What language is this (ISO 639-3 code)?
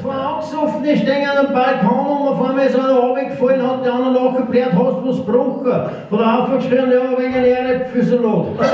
bar